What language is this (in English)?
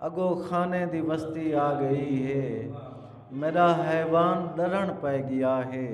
Saraiki